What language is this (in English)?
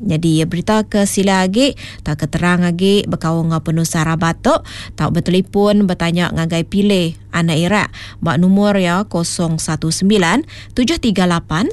Iban